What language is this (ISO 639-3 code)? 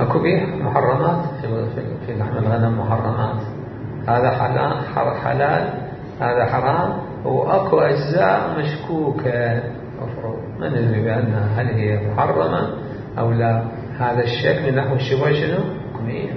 acm